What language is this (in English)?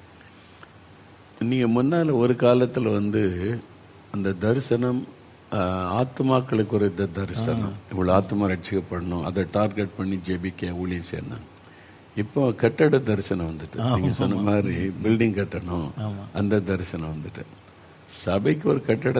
Tamil